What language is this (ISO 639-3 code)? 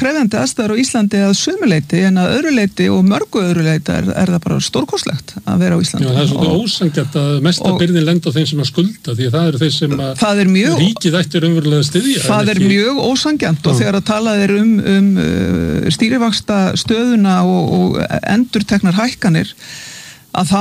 isl